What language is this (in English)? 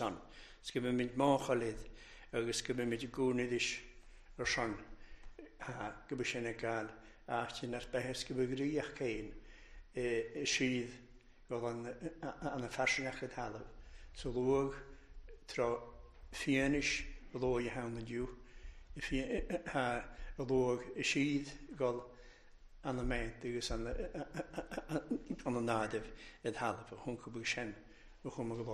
Welsh